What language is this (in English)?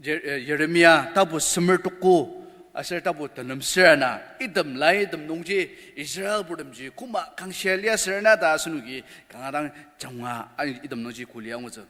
Ao Naga